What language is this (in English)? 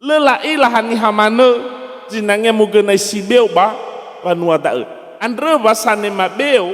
Nias